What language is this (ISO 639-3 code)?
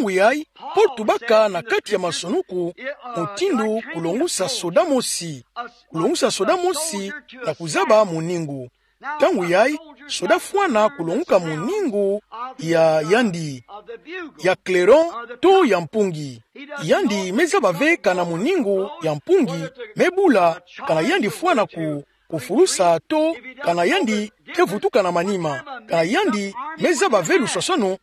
ktu